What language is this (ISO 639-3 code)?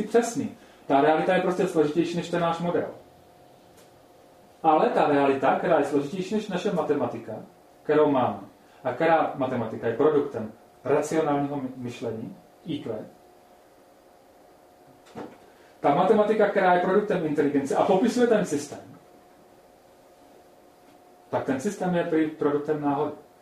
ces